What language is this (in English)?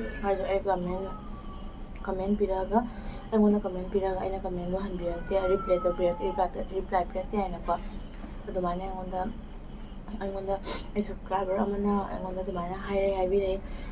Manipuri